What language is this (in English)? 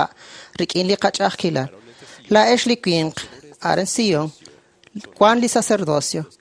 Kekchí